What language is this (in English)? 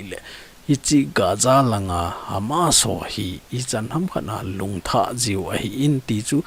Thado Chin